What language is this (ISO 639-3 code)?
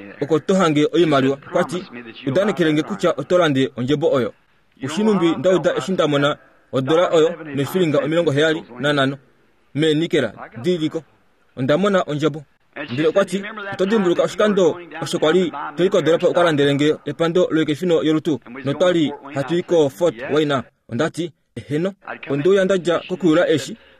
kua